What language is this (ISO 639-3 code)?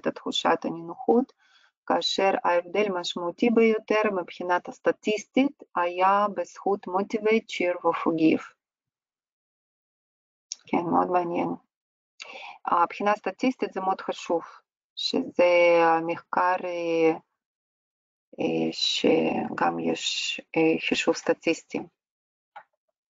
heb